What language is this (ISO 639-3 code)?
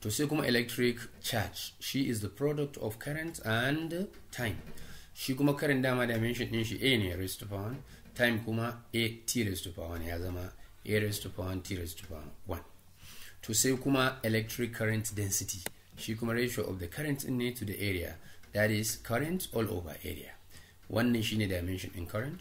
hau